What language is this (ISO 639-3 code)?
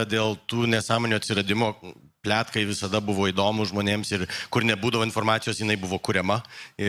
lit